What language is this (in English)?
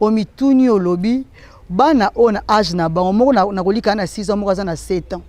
Lingala